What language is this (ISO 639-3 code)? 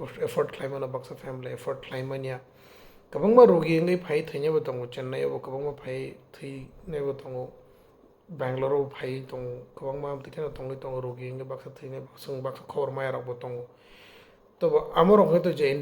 trp